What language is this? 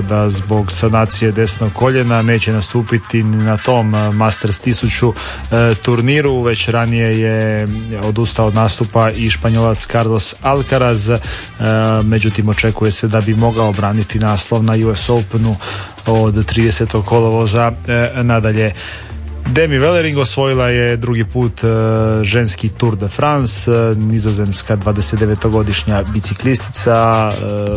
Croatian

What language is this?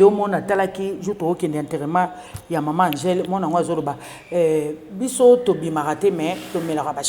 Lingala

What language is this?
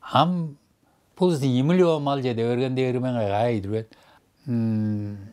Tuvinian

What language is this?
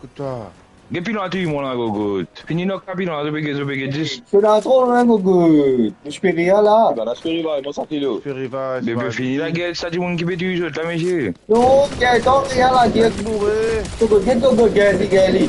Morisyen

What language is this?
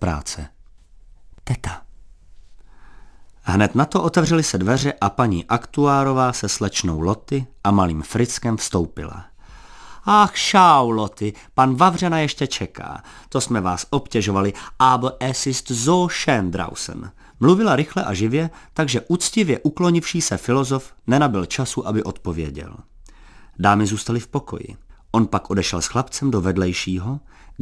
Czech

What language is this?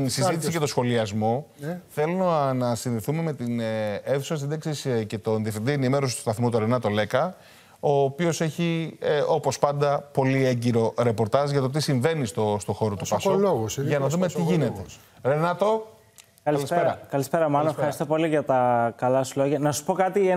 Greek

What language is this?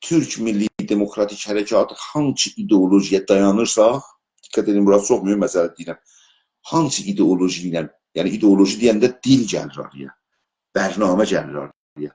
South Azerbaijani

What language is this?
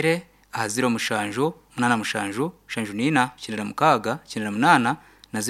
Nyankole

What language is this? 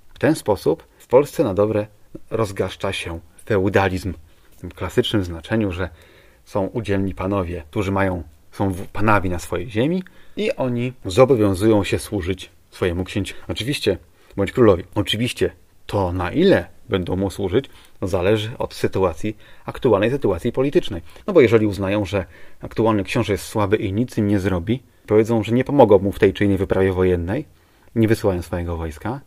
Polish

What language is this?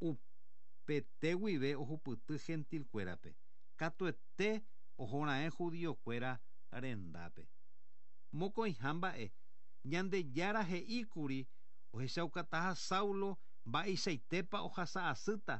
Guarani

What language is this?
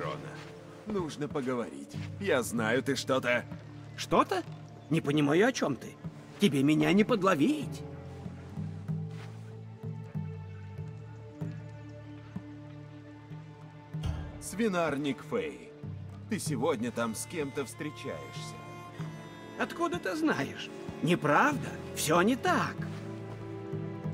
Russian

